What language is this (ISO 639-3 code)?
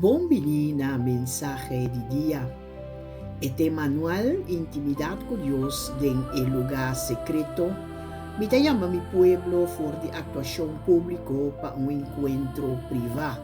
pap